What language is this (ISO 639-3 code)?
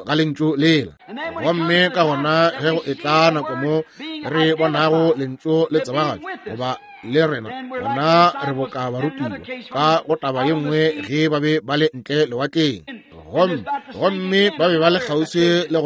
nso